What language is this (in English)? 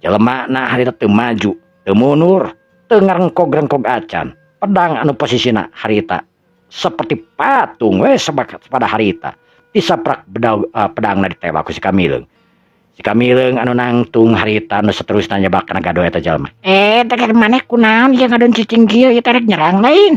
Sundanese